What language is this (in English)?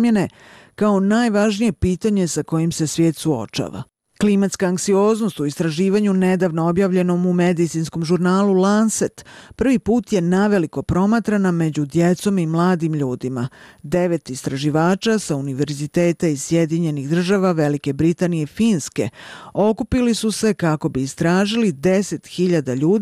Bosnian